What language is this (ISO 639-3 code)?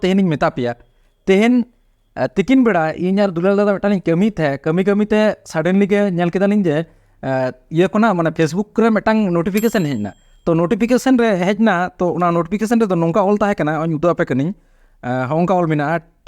sat